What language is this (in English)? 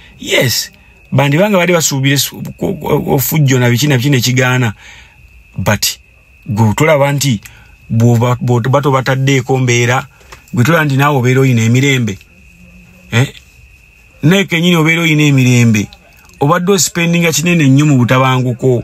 Ganda